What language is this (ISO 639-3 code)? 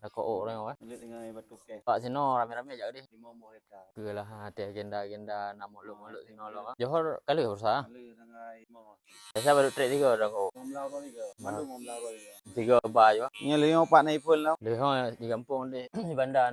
ace